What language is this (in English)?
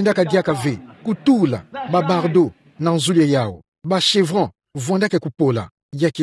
Kituba (Democratic Republic of Congo)